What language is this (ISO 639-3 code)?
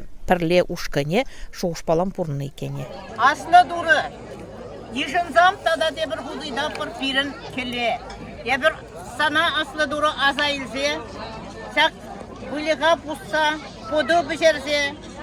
chv